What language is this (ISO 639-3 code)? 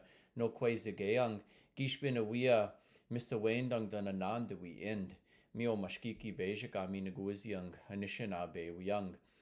ciw